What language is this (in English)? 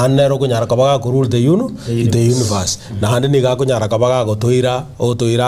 Gusii